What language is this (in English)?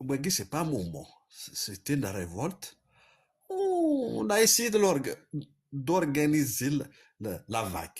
Kabyle